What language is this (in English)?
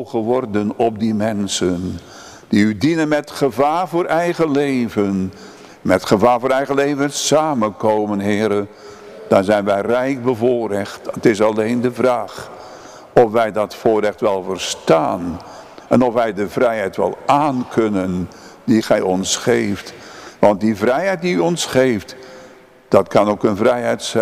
Dutch